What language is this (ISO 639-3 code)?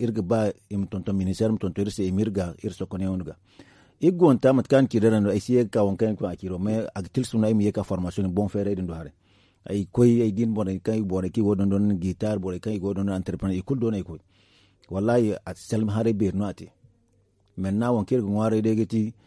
dje